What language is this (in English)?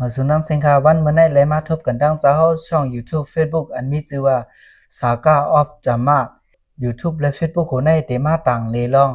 Shan